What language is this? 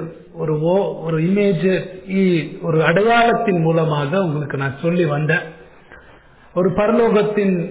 Tamil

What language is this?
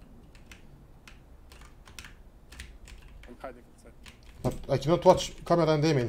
Romanian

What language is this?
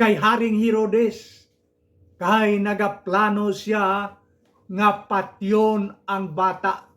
Hiligaynon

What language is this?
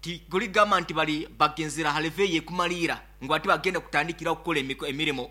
Nyankole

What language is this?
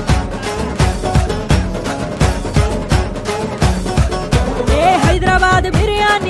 Telugu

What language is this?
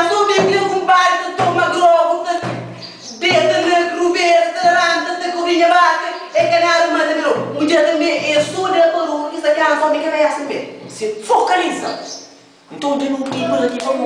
Kabuverdianu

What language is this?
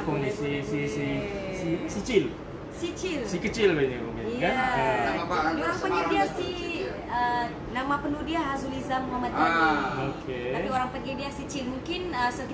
Malay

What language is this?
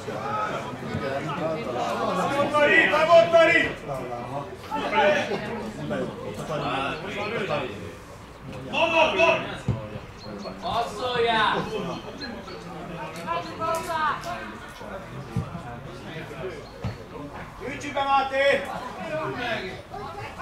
Hungarian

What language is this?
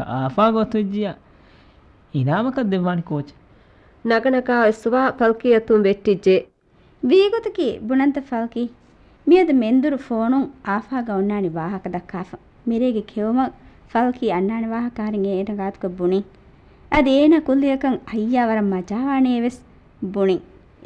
Divehi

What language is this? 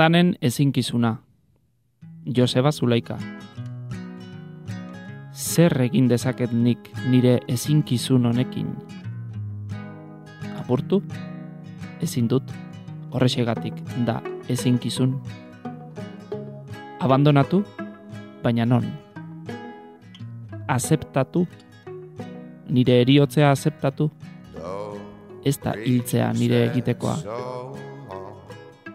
Basque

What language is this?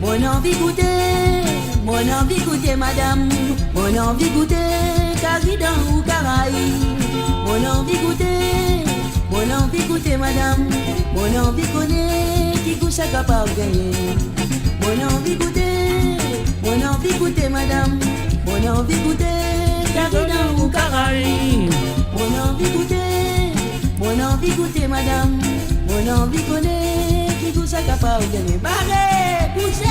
Morisyen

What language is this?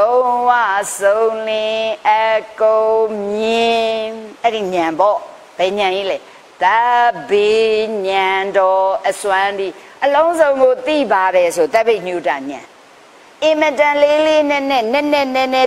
Burmese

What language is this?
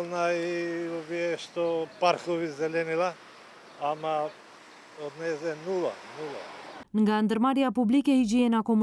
Albanian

